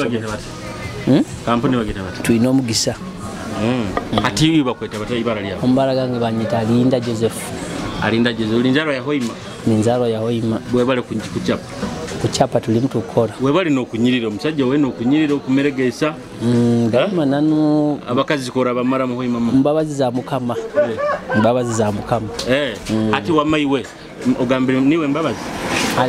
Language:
Nyoro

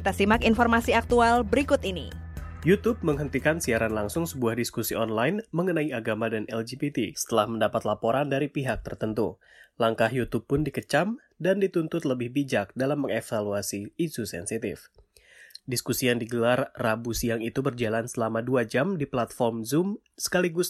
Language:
Indonesian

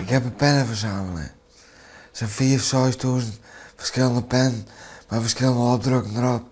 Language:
Western Frisian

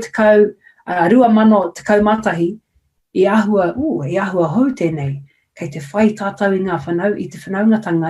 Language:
Māori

